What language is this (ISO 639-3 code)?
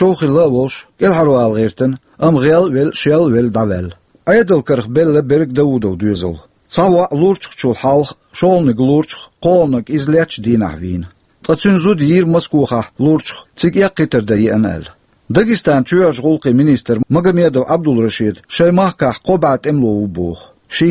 che